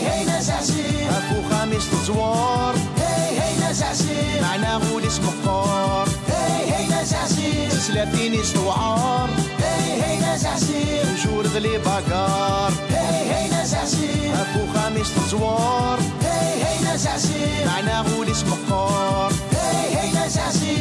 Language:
Kabyle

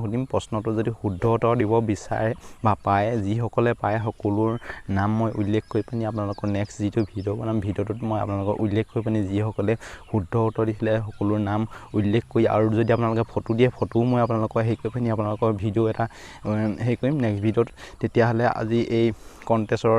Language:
Assamese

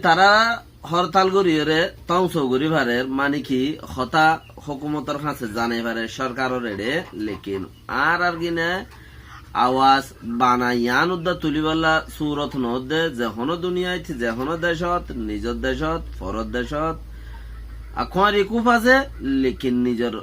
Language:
Rohingya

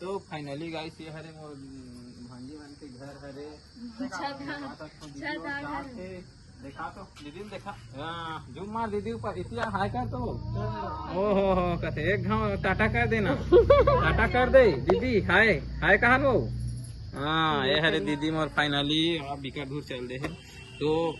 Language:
Chhattisgarhi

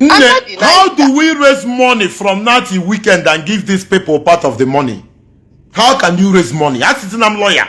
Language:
Igbo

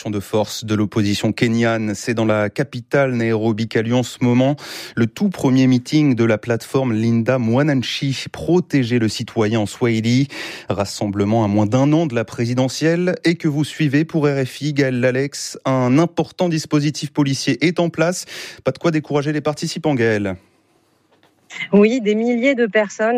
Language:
French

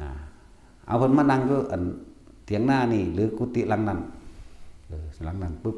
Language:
Northeastern Thai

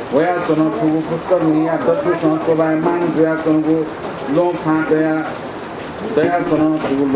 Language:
Newari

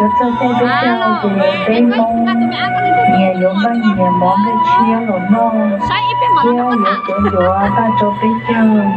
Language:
Hmong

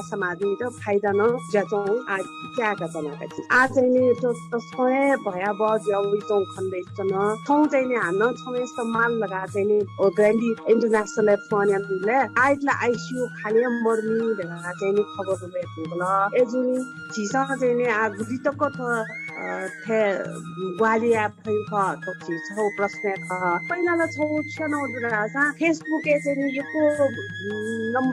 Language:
Newari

